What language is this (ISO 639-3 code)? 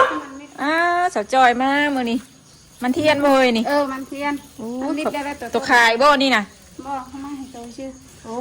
tts